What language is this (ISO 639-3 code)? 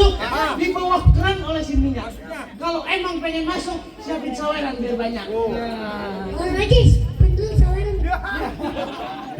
bew